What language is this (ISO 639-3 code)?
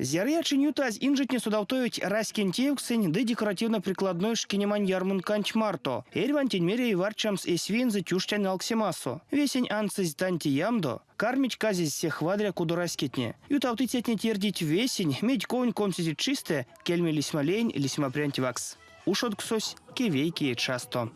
myv